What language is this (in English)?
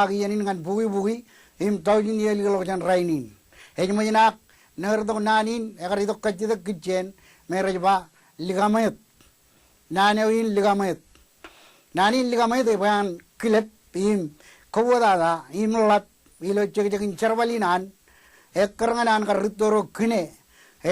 Marshallese